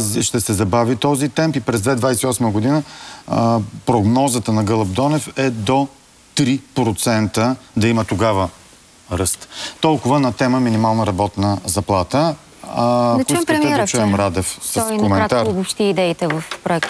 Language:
Bulgarian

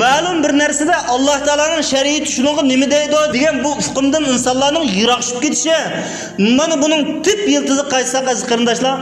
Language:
Uyghur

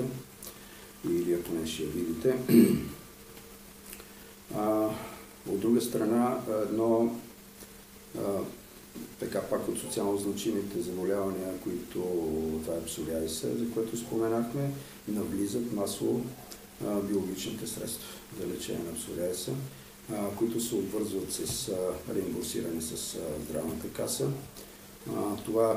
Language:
Bulgarian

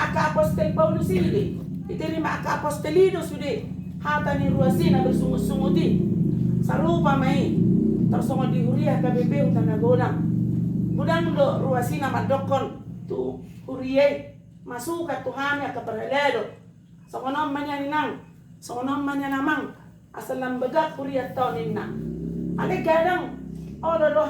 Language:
Batak Toba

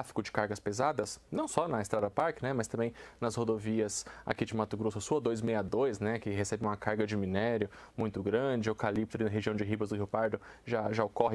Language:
Portuguese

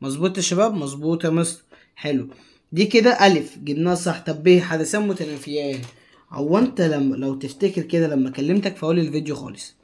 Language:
Egyptian Arabic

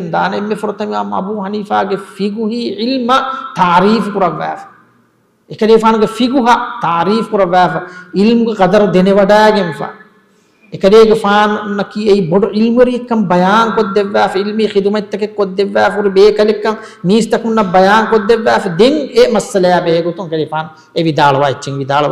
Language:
Divehi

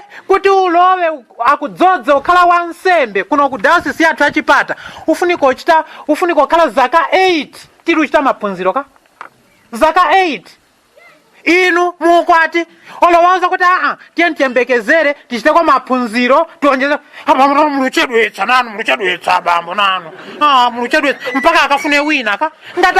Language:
Nyanja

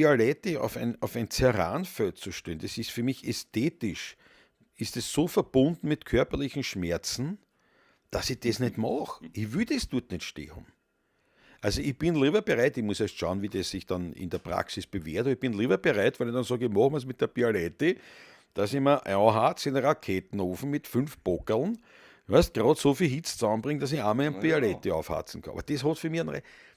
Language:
Bavarian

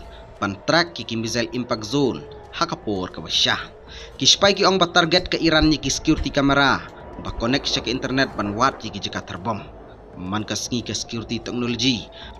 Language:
Khasi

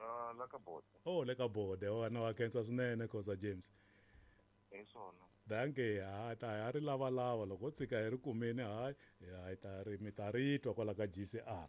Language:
Tsonga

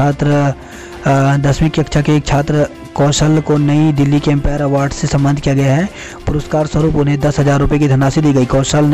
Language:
Hindi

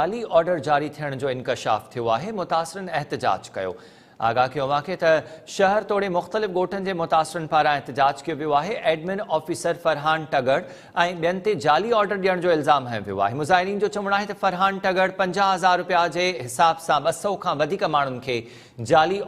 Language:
Sindhi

